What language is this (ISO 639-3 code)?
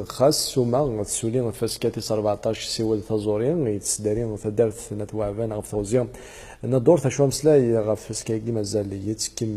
kab